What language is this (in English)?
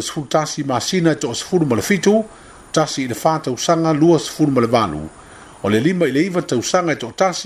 Samoan